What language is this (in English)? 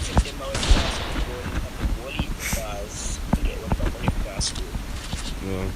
Jamaican Creole English